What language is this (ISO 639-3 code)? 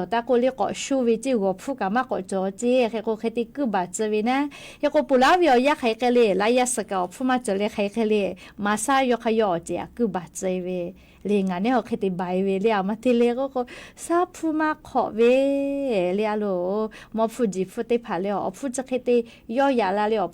lhu